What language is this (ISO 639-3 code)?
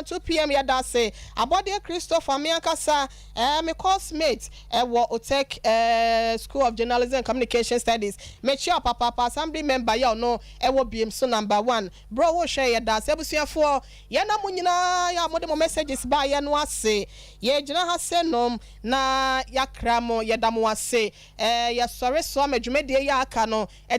aka